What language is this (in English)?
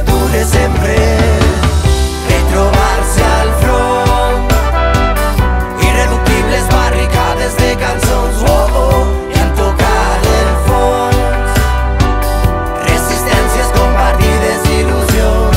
Catalan